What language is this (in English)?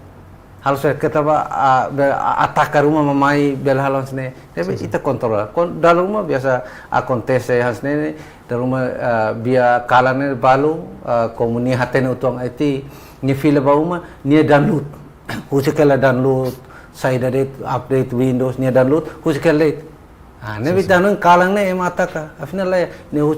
Tetum